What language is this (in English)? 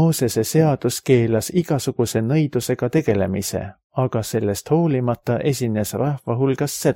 Estonian